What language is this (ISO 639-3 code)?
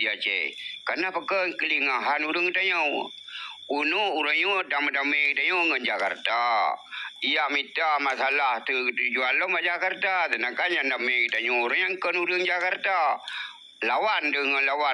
ace